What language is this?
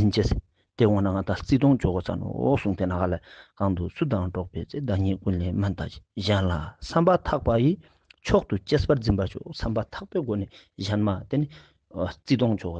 Ladakhi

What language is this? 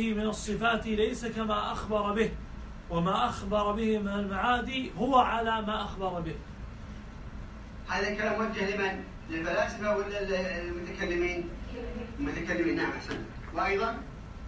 Arabic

